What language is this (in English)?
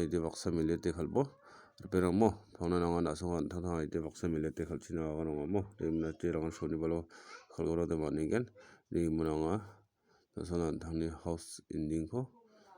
Garo